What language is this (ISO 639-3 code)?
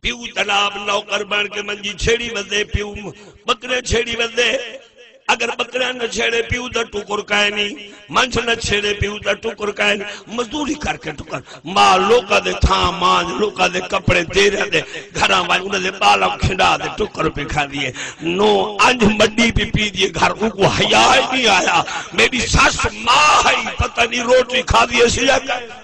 skr